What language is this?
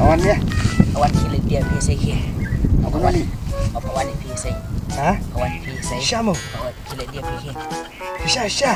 Khasi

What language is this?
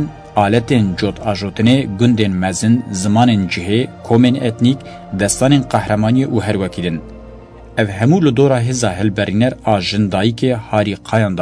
Kurdish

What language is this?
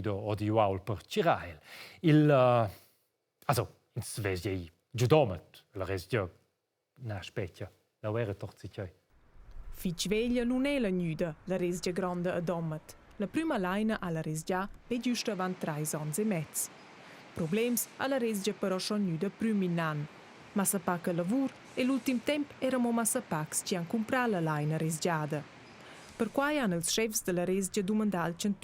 Romansh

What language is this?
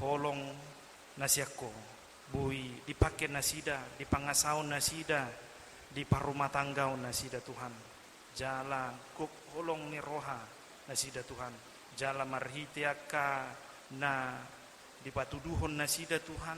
Batak Toba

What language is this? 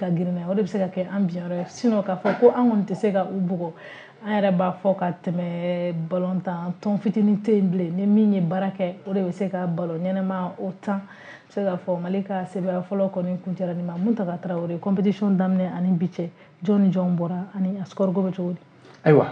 Bambara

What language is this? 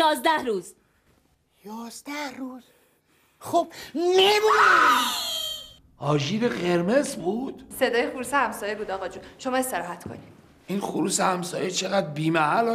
Persian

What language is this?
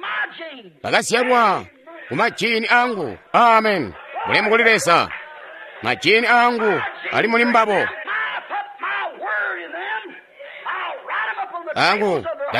Tonga (Zambia)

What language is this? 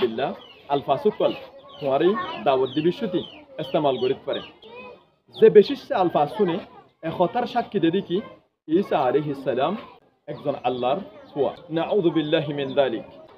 Rohingya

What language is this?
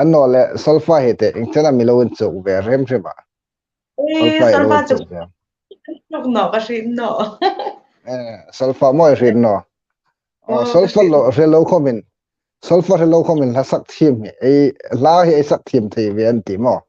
Hmar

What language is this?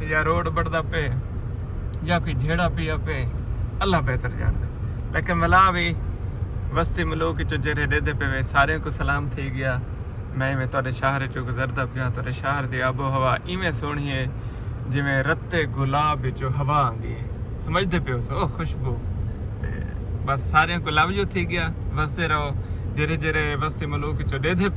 Saraiki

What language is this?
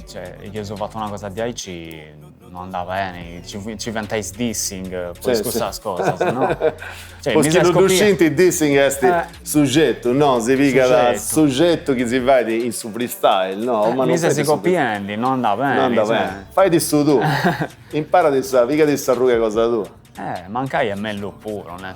Sardinian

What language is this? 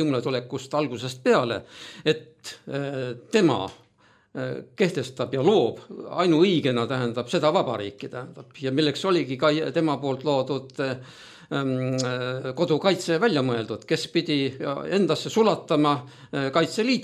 Estonian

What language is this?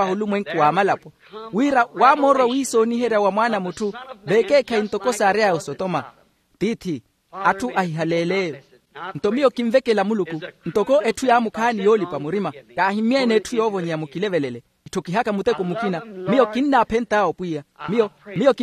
Makhuwa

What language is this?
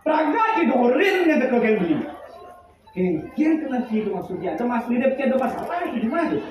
Balinese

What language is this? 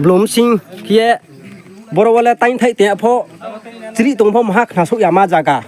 Riang (India)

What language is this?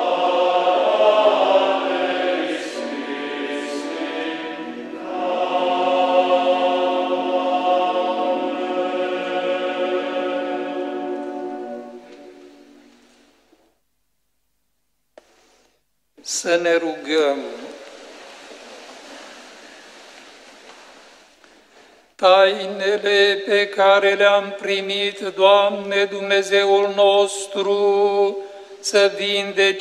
Romanian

